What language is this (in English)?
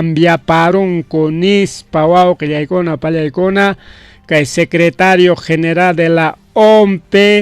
Ayacucho Quechua